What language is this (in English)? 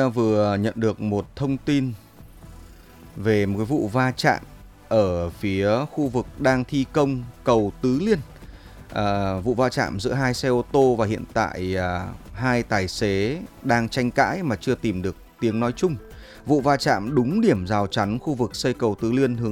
Vietnamese